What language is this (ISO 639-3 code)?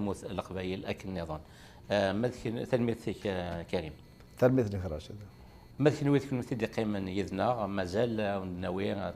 kab